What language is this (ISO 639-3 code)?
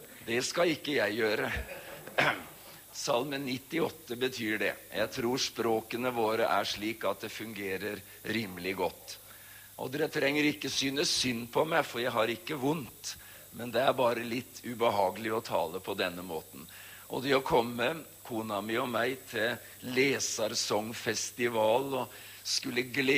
nor